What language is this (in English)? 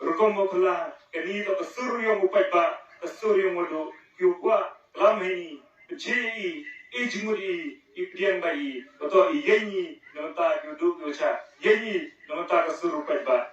Khasi